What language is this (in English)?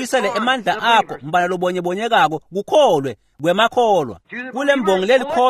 Swati